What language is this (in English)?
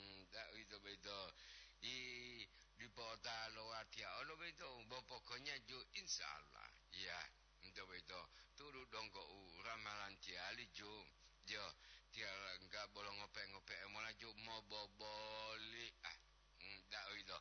Gorontalo